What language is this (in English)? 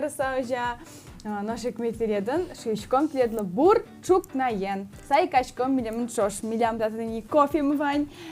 Udmurt